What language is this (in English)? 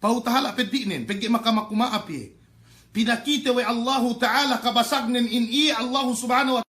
Yakan